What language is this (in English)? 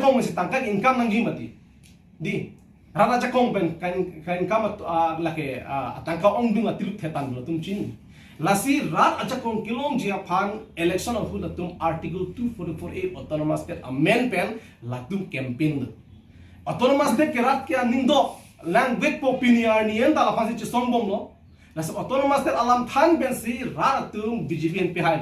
Karbi